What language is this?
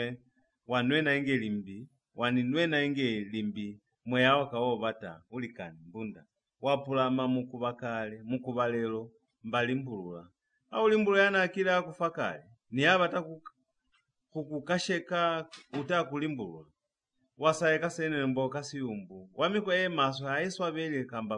Lozi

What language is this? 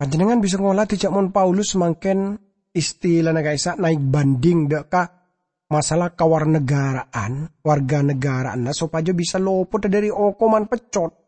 Madurese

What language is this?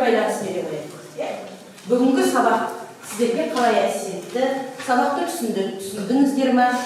Kazakh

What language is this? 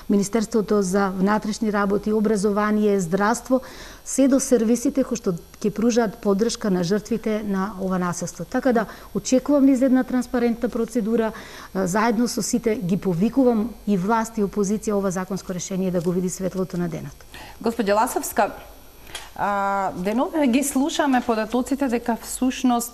Macedonian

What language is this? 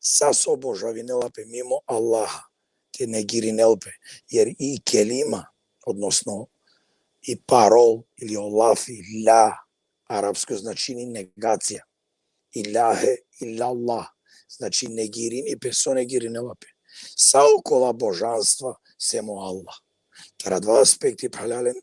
Balkan Romani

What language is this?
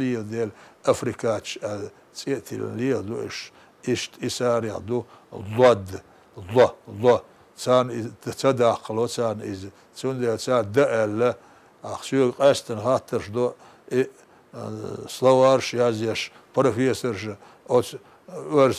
Chechen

